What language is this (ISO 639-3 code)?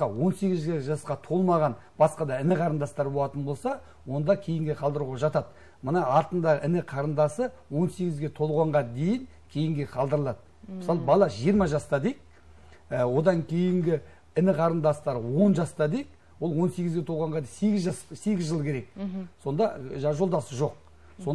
kaz